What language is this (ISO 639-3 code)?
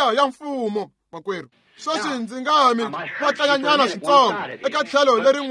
tso